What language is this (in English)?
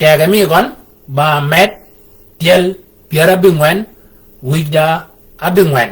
Shilluk